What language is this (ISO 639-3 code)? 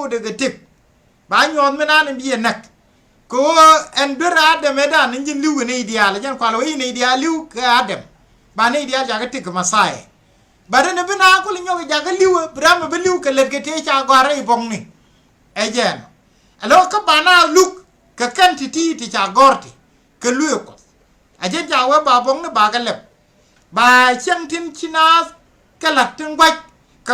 nus